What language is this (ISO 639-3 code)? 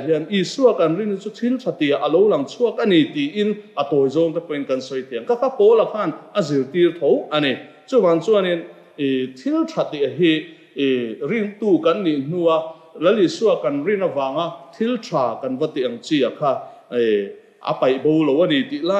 lus